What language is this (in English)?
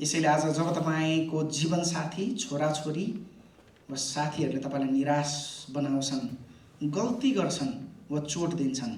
Nepali